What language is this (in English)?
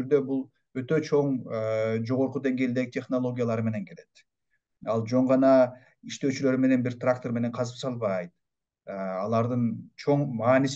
Kyrgyz